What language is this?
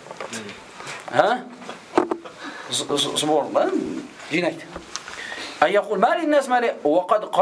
Kazakh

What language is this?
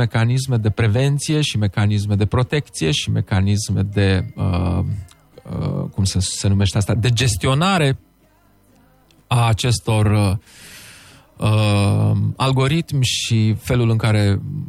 Romanian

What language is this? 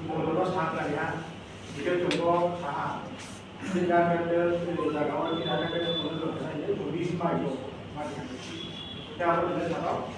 Riang (India)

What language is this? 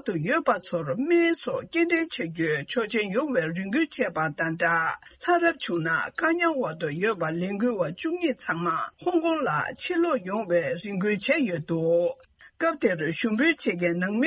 Tibetan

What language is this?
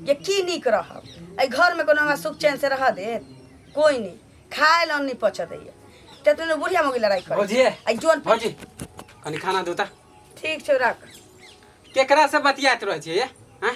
Maithili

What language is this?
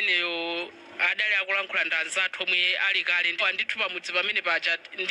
Nyanja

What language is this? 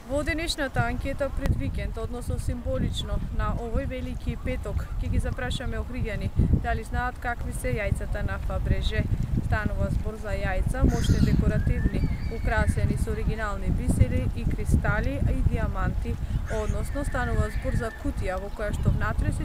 Macedonian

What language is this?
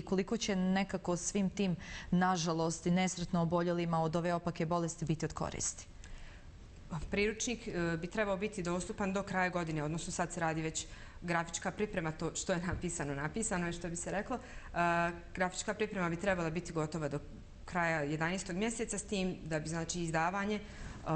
Bosnian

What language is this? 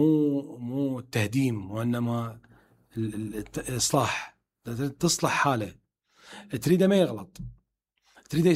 Mesopotamian Arabic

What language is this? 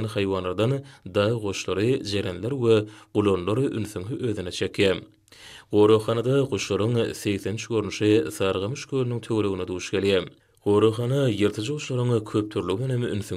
Turkmen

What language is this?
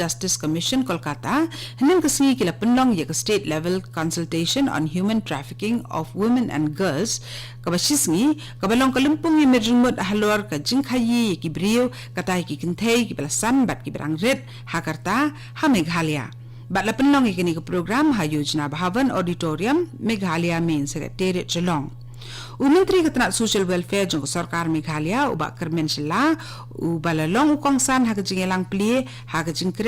Khasi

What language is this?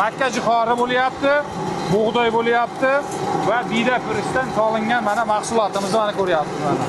Uzbek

